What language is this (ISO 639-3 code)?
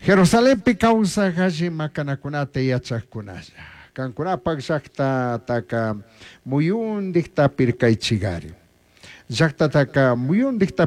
qug